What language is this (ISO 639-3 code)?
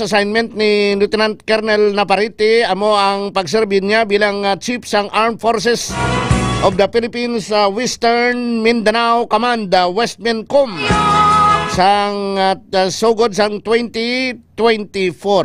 hil